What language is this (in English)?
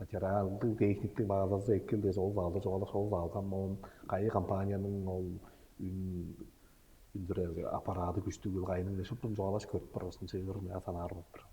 Tuvinian